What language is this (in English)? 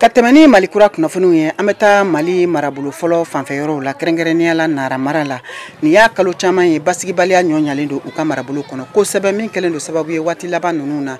Bambara